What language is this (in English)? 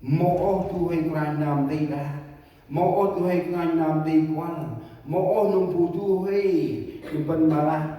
Central Mnong